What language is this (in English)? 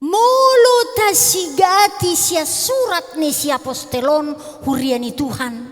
Batak Toba